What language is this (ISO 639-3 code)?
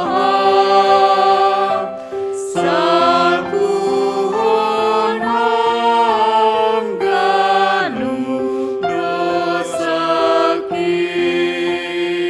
bts